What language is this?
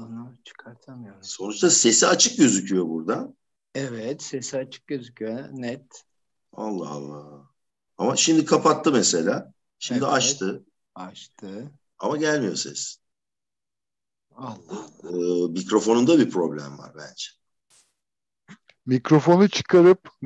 Turkish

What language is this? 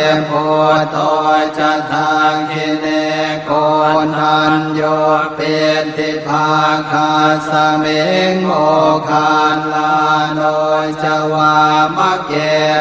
Pali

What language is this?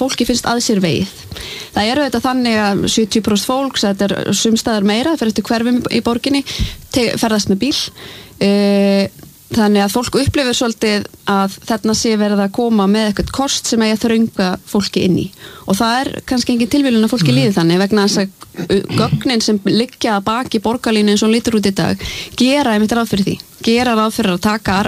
Icelandic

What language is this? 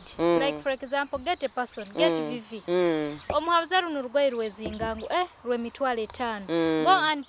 Nyoro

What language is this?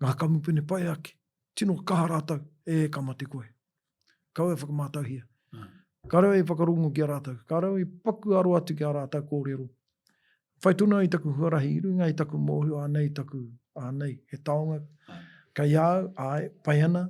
Māori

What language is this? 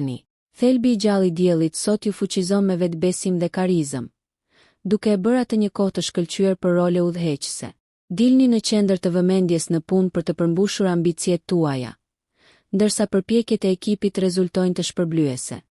Albanian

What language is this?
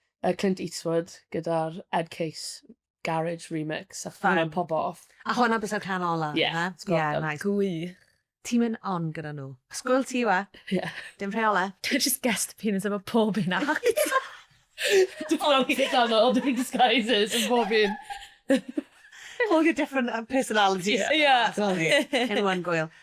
Welsh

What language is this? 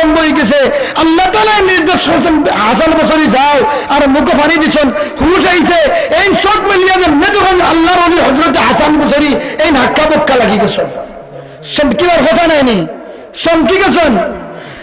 Sylheti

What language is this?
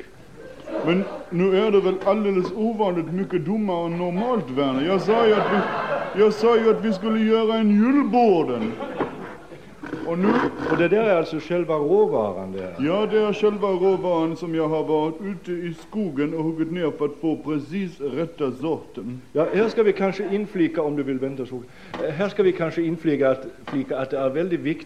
Swedish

